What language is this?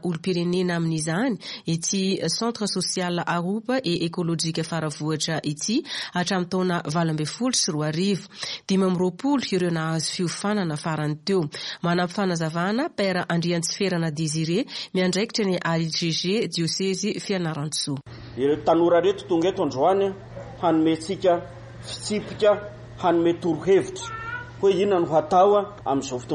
Malagasy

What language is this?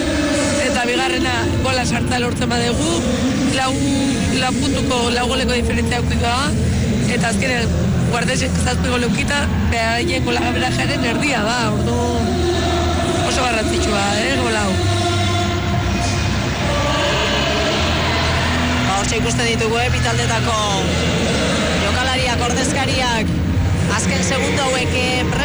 Basque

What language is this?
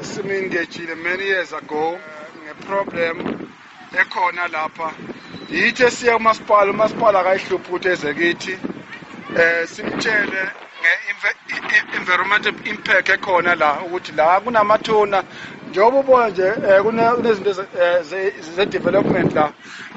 Zulu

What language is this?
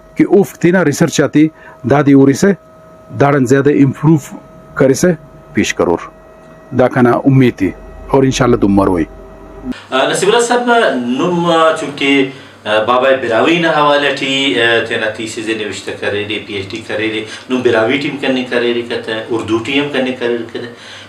Brahui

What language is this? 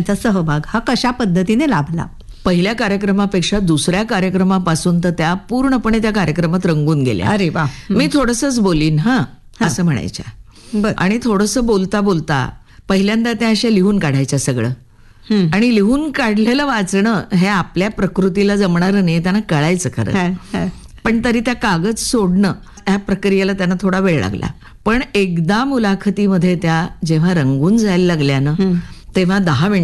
Marathi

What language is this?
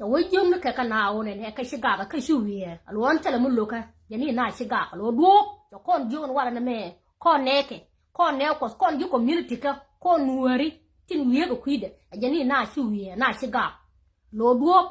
Nuer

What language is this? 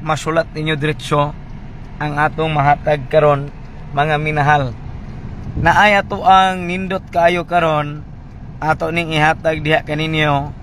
Cebuano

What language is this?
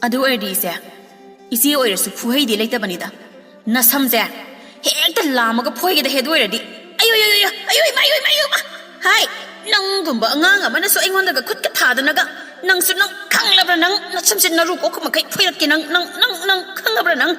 Manipuri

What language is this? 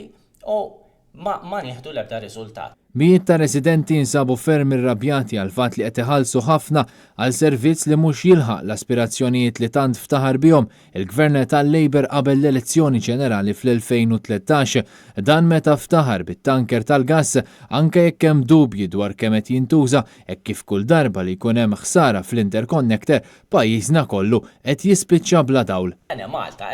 Maltese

